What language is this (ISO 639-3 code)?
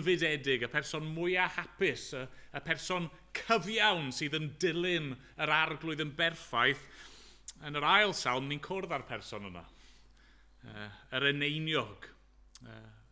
cym